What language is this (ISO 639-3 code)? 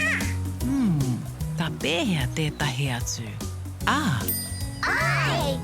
mri